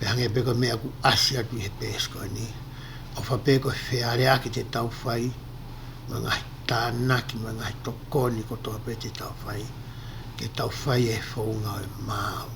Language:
Tongan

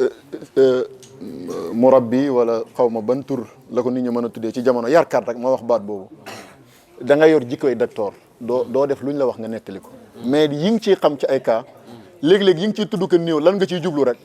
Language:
Wolof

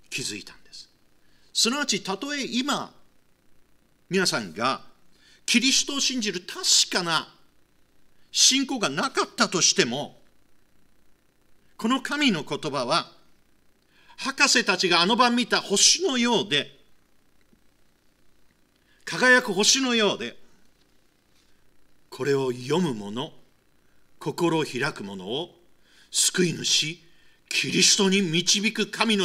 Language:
Japanese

